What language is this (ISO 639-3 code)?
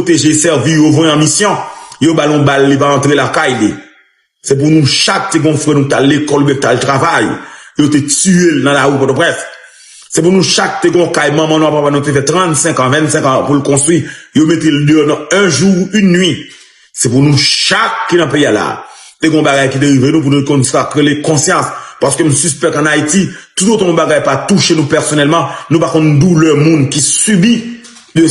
hat